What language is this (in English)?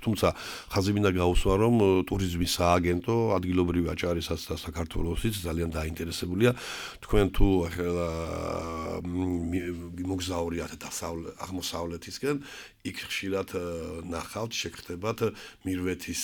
Georgian